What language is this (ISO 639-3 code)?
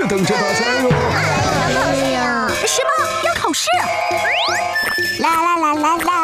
zho